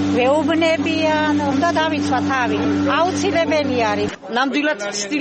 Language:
Georgian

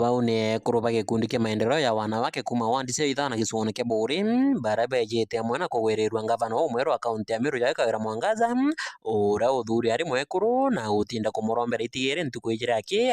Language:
Meru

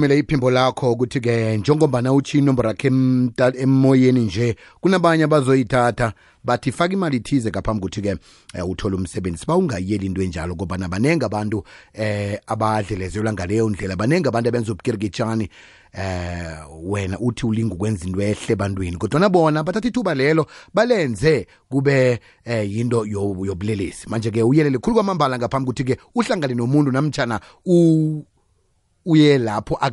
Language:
South Ndebele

